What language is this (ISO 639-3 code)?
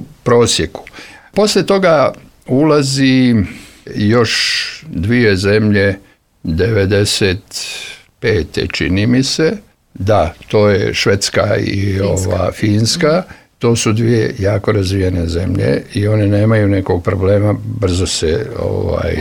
srp